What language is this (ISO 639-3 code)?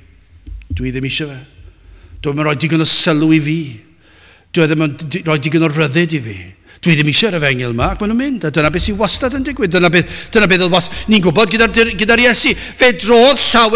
cym